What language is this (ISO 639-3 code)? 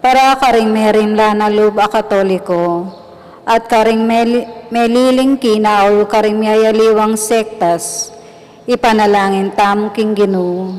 pam